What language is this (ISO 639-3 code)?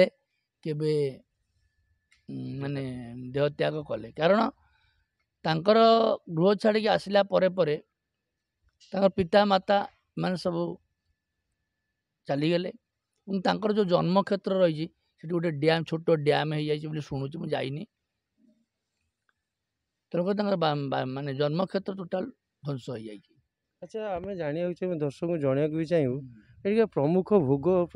ori